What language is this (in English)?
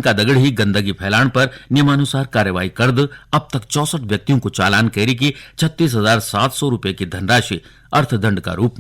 Garhwali